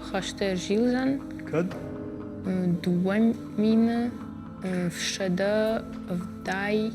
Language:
Ossetic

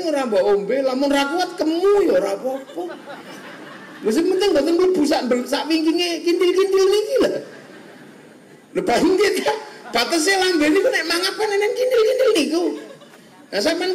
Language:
Javanese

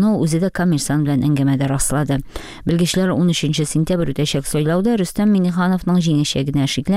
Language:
Tatar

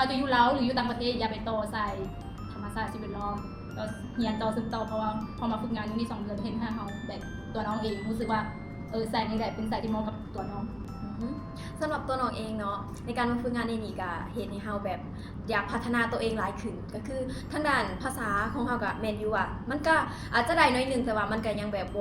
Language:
Lao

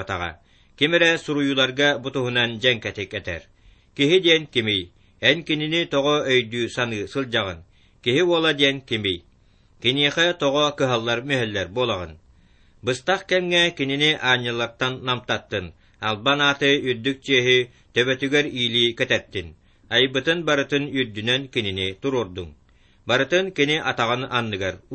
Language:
Yakut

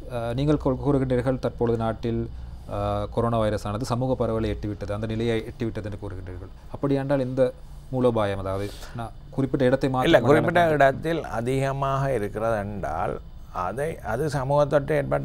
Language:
Tamil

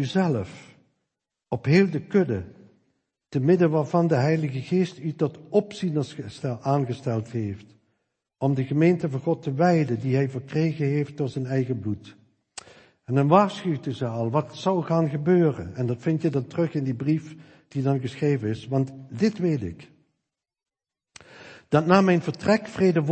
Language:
Dutch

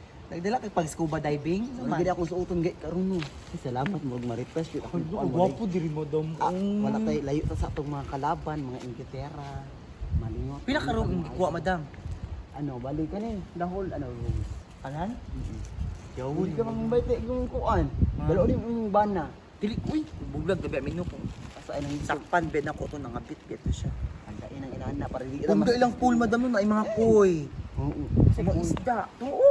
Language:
Cebuano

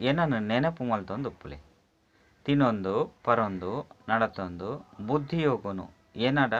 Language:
Tulu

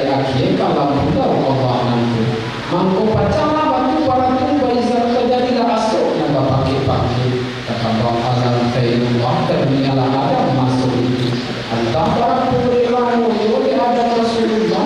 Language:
Minangkabau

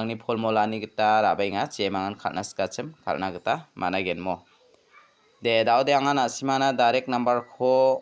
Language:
Garo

